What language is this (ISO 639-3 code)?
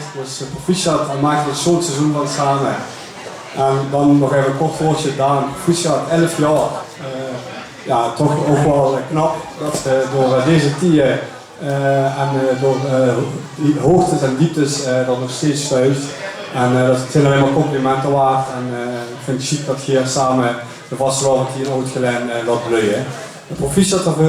lim